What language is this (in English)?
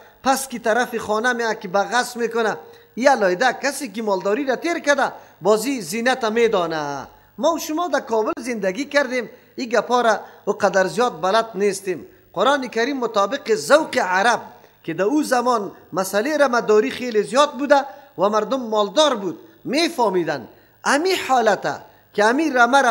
Persian